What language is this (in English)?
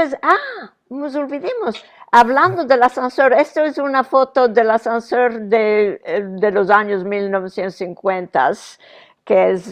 Ladino